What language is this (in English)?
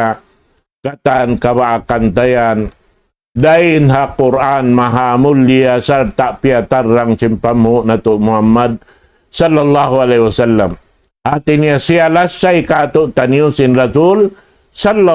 Tausug